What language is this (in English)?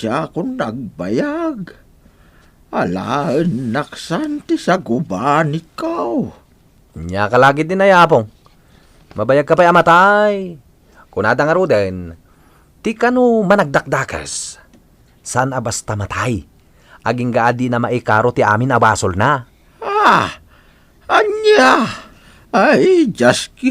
Iloko